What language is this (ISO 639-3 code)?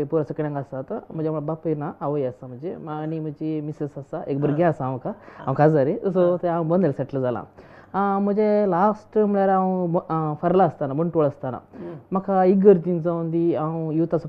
kok